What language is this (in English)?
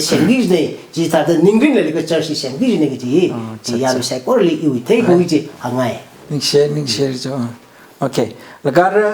Tangkhul Naga (India)